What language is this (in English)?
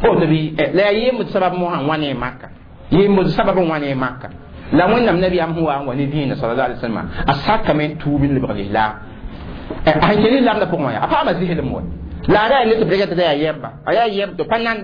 Mossi